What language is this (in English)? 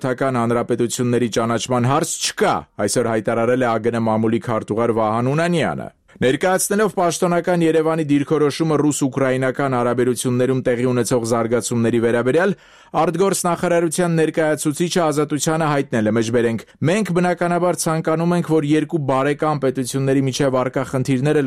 Armenian